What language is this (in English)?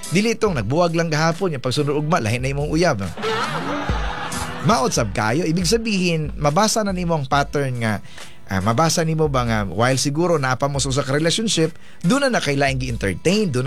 Cebuano